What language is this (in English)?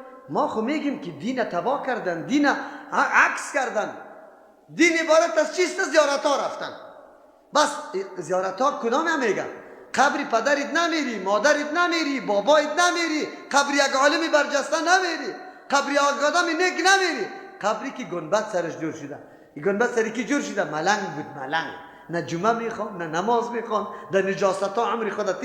Persian